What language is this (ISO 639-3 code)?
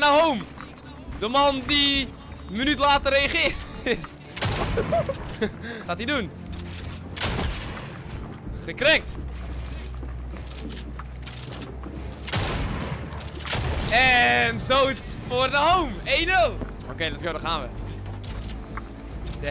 nld